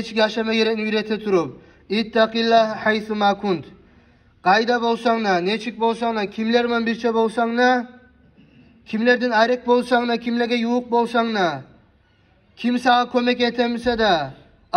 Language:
Kumyk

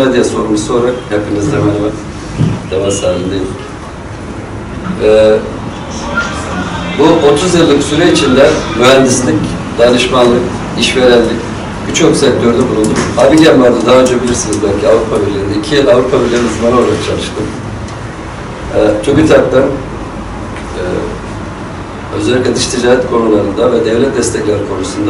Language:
Turkish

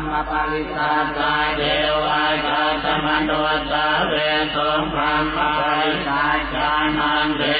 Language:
Pali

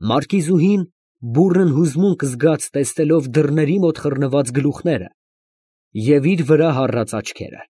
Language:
Armenian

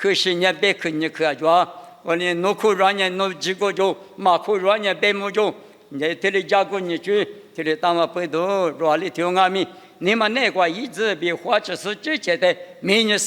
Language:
Lisu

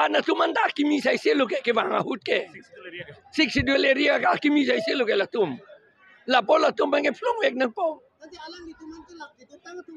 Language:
Karbi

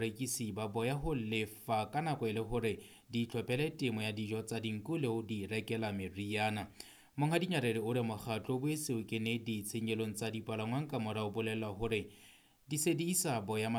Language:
Southern Sotho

